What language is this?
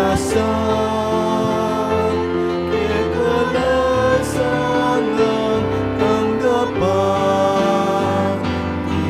Pampanga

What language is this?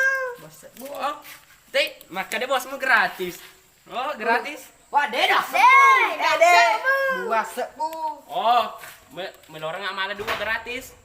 Buginese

